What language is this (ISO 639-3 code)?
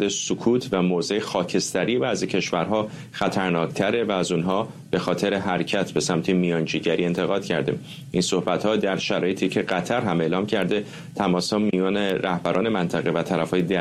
fas